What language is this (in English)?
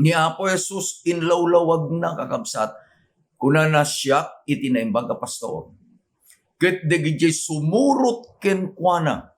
Iloko